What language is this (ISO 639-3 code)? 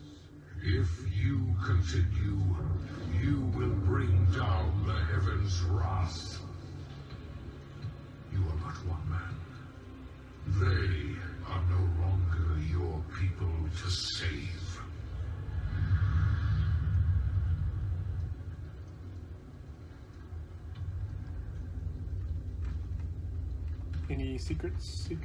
eng